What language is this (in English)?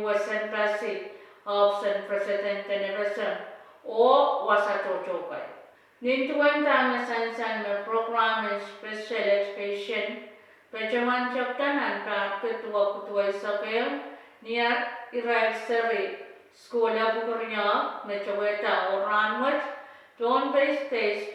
Pohnpeian